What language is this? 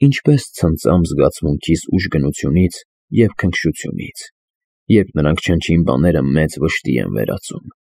Armenian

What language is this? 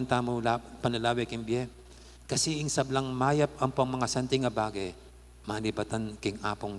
Pampanga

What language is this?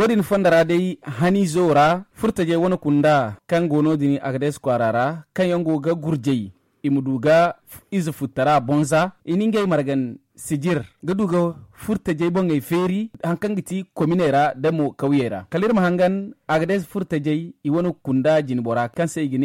Zarma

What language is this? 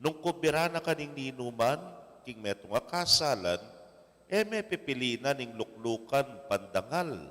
Pampanga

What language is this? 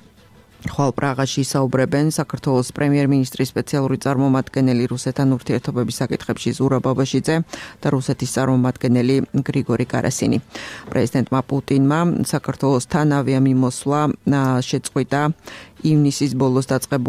Georgian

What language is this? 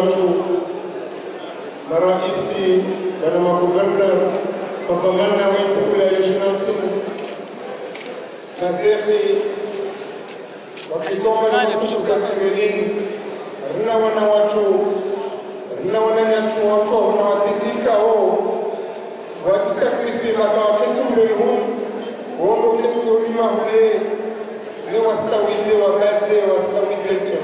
Swahili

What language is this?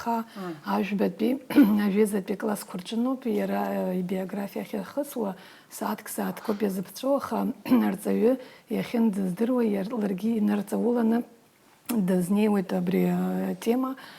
Abkhazian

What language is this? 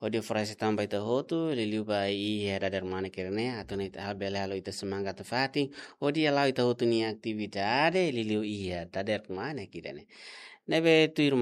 Tetum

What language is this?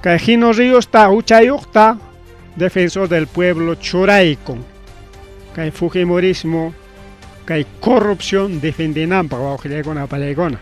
Ayacucho Quechua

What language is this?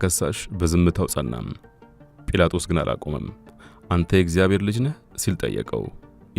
Amharic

